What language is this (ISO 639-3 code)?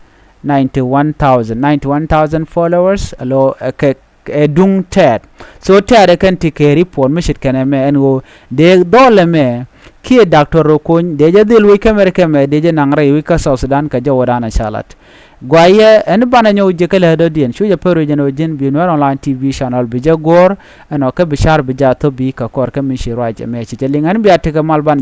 nus